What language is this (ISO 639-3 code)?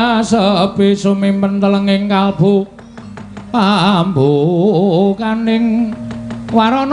jav